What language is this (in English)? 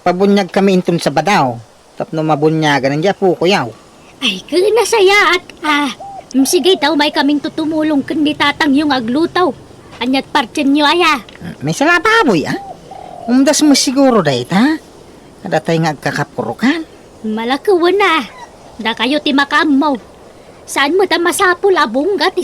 Iloko